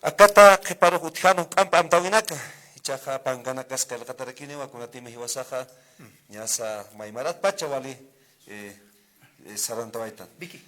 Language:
Aymara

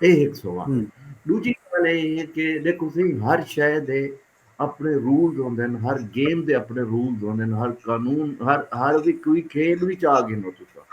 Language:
Saraiki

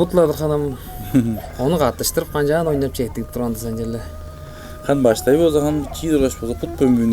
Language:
Tuvinian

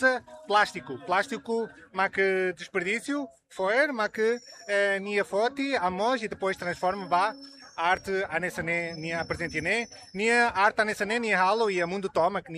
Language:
Tetum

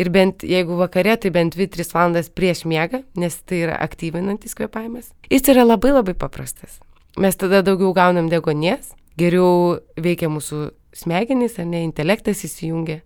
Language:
Lithuanian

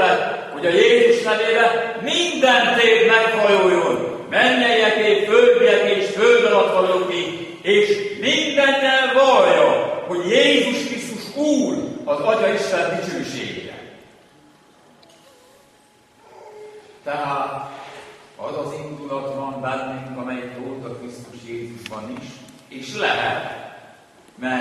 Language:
Hungarian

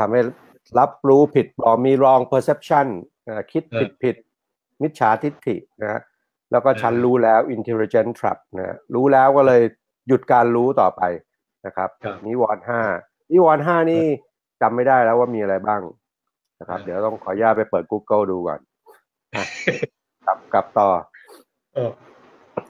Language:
Thai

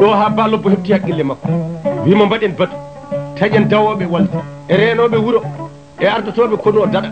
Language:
Fula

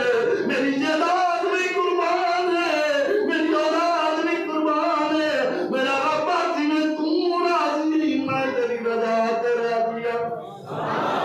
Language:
Saraiki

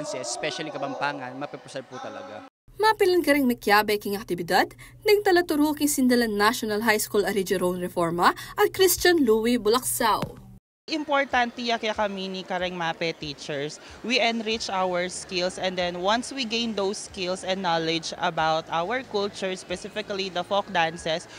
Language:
Pampanga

